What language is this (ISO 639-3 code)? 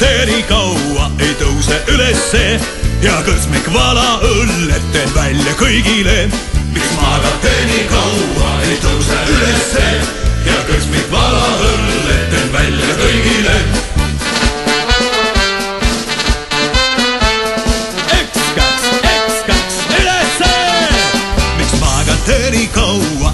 est